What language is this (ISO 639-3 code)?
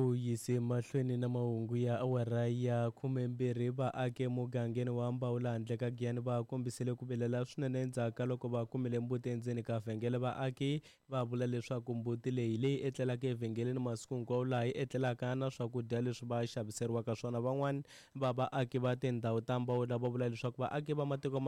tso